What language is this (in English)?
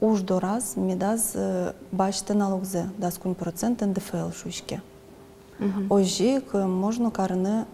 Udmurt